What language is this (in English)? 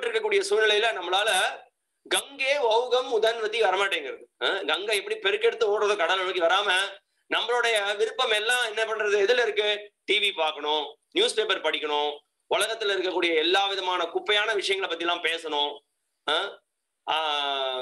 Tamil